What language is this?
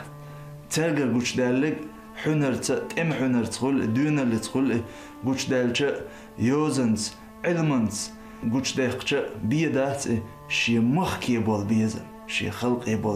Chechen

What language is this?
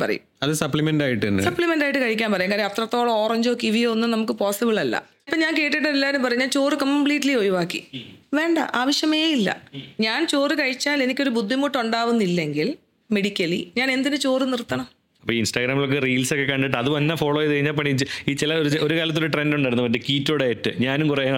Malayalam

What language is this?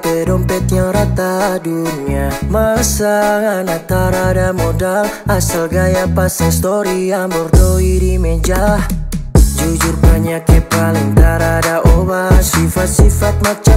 Malay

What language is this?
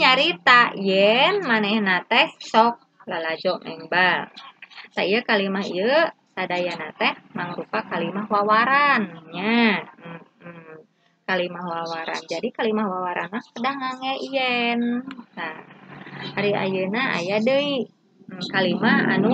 Sundanese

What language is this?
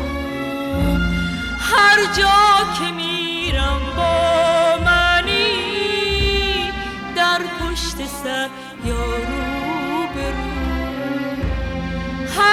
Persian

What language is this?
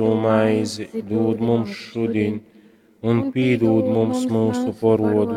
Latgalian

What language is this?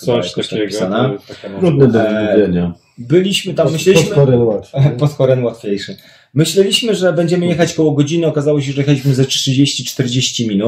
Polish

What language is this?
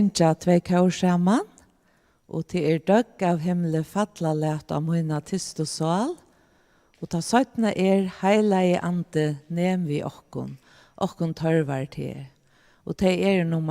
Faroese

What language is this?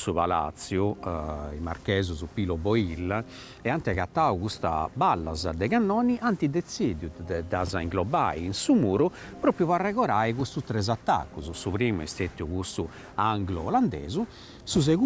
Sardinian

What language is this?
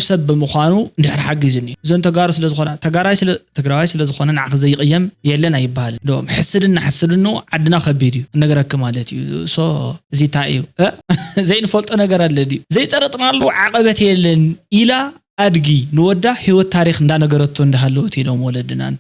Tigrinya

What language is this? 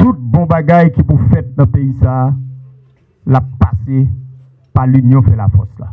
Haitian Creole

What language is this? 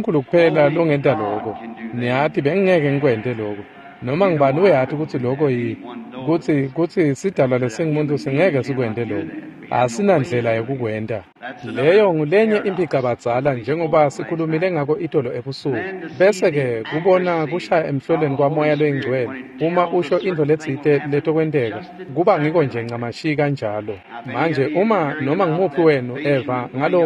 Swati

